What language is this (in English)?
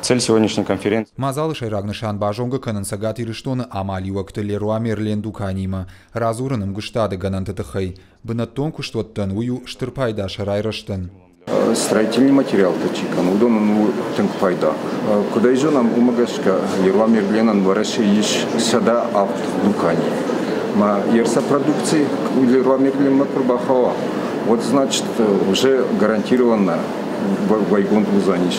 Ossetic